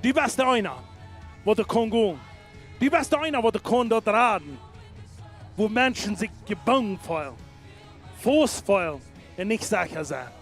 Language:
Plautdietsch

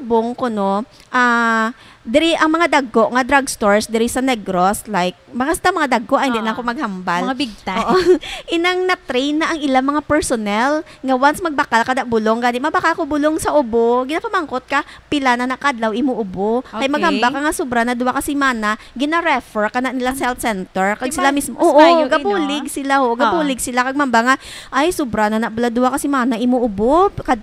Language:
Hiligaynon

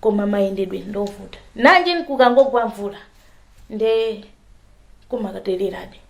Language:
Nyanja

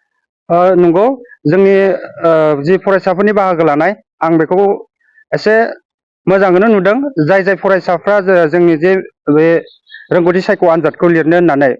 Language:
Bodo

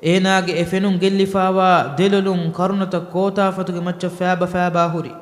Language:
Divehi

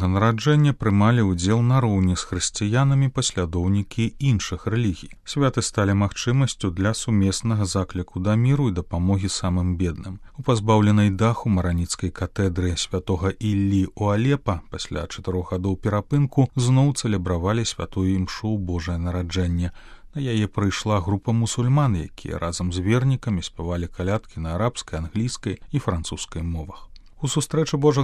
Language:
Belarusian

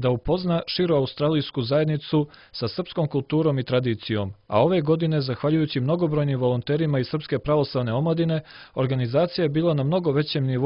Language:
Serbian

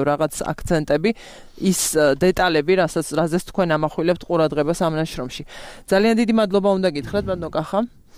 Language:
Georgian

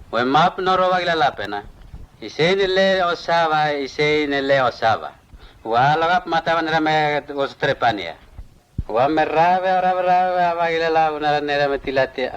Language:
Mota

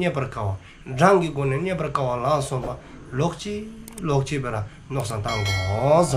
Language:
Dzongkha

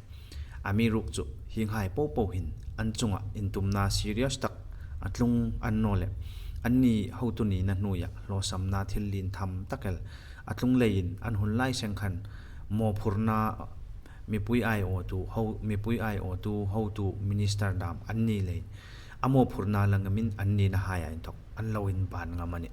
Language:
Hmar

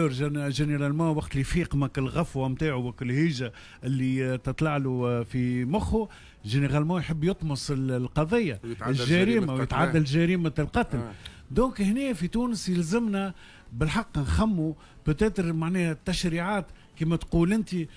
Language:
Tunisian Arabic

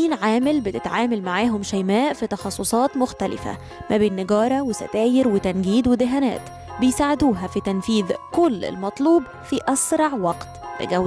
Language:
Egyptian Arabic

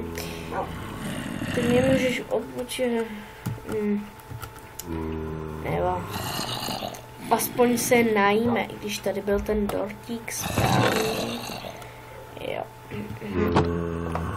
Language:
Czech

